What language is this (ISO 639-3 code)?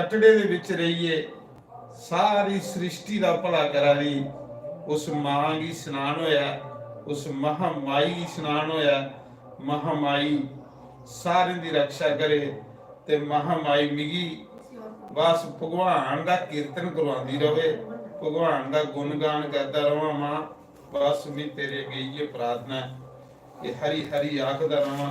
doi